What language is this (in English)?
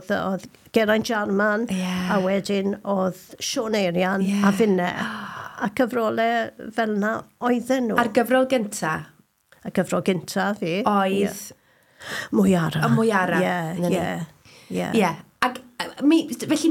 Welsh